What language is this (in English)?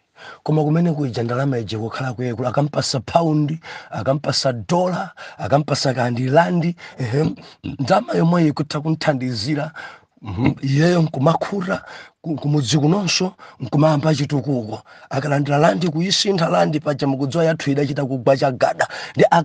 Nyanja